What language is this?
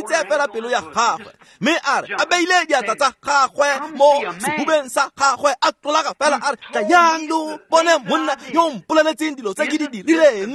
Tswana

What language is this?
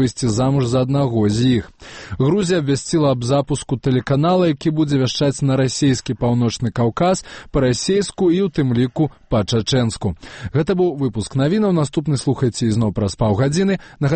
Belarusian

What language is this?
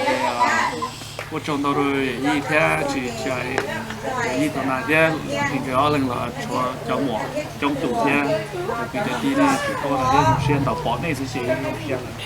Hmong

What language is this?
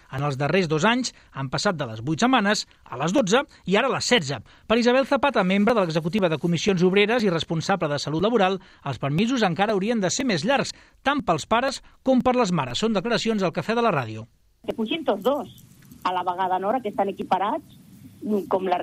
Catalan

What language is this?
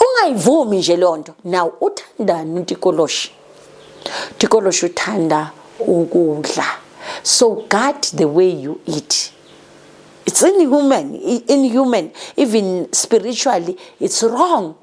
Zulu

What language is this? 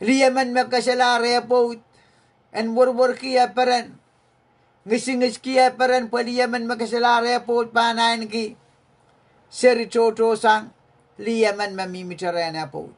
Pohnpeian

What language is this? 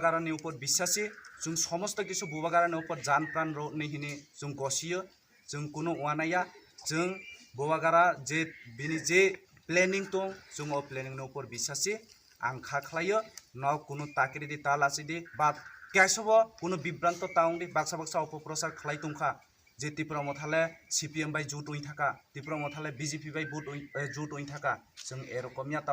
Kok Borok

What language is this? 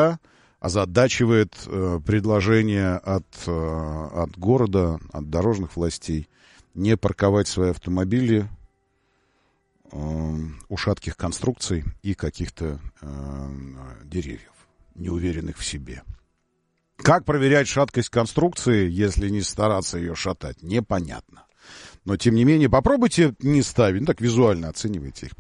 Russian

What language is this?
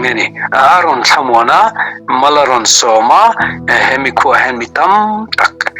Mizo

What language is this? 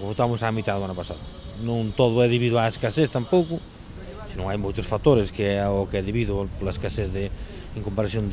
Galician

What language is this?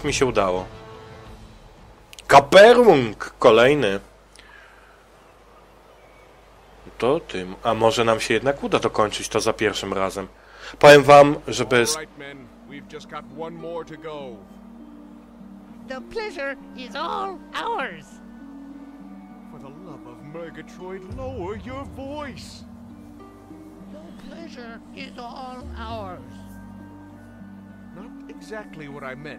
Polish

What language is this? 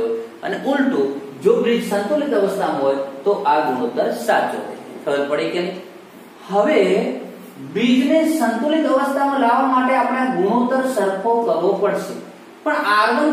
Gujarati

